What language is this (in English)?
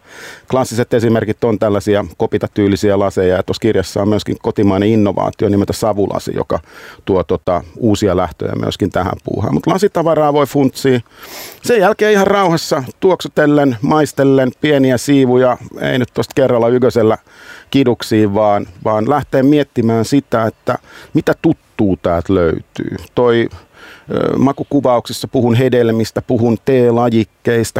Finnish